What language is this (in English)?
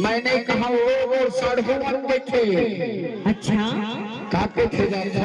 Chhattisgarhi